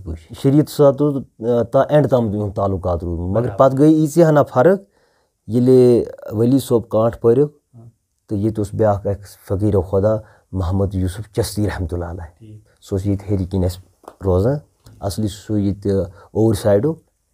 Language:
Kashmiri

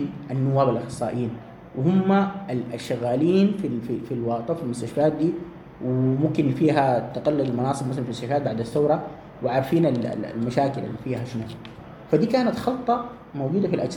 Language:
Sudanese Arabic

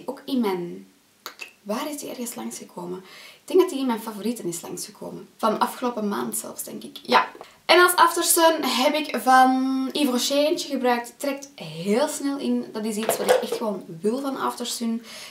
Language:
Dutch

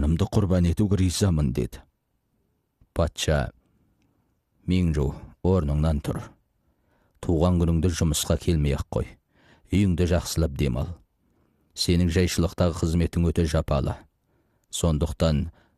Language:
Kazakh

